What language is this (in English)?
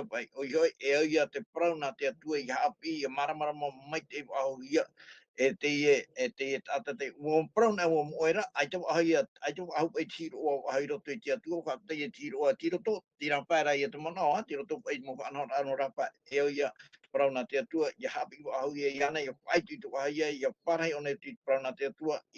Tahitian